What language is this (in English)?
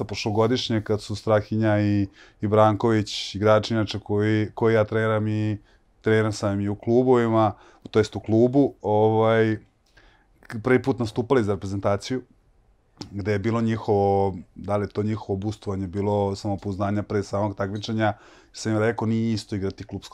Serbian